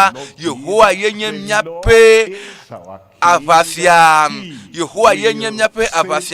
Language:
Ewe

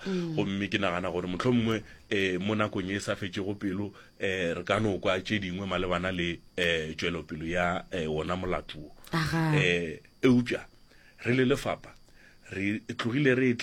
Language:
Northern Sotho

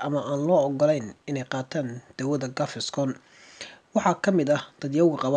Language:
Somali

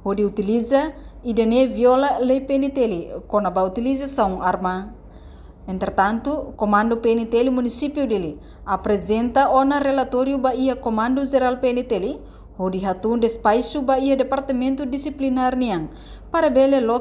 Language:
Tetum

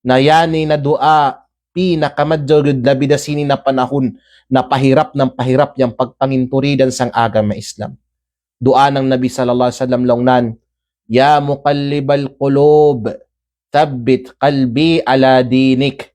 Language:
Kalagan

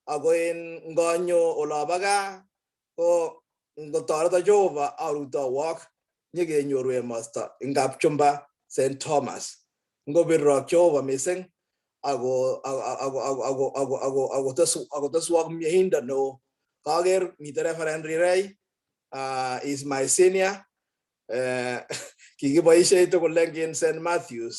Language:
Kalenjin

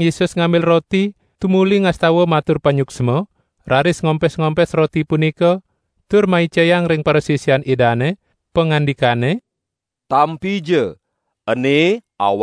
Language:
Balinese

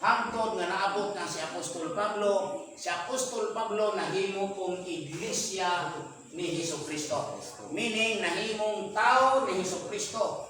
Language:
Cebuano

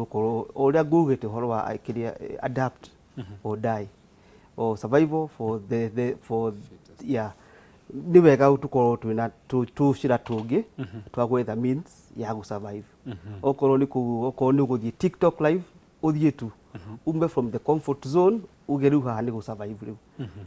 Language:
Kikuyu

